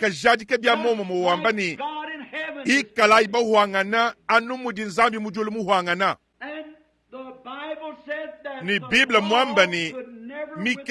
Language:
Luba-Lulua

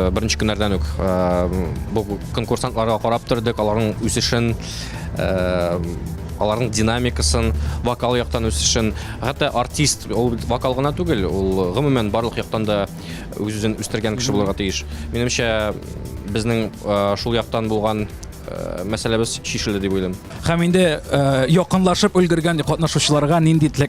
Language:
Tatar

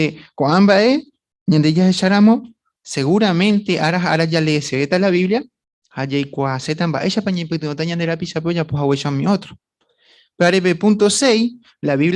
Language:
Guarani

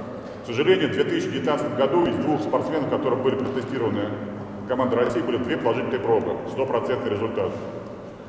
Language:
Russian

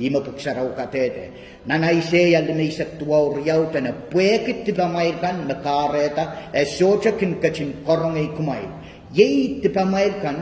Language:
Pohnpeian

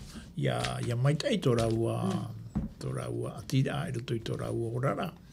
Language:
Tahitian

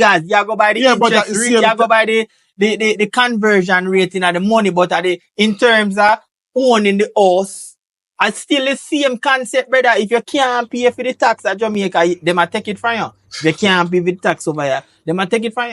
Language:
Jamaican Creole English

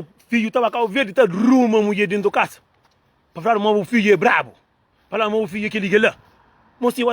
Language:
Kabuverdianu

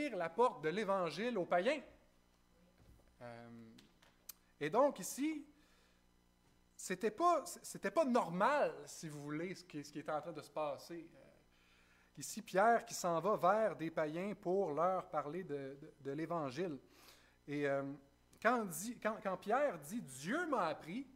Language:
French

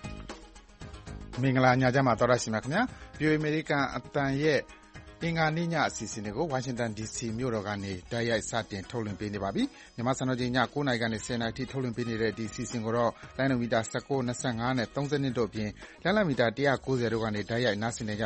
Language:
Burmese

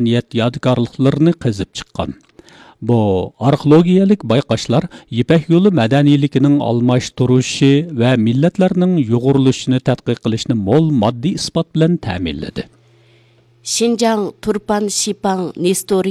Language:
Uyghur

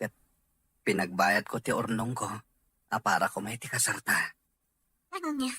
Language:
Iloko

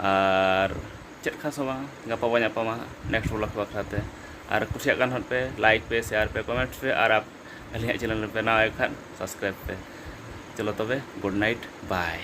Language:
Santali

